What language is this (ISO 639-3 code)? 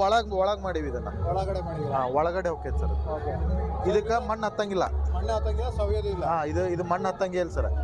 kan